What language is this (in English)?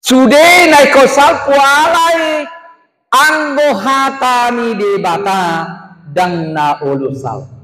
Batak Toba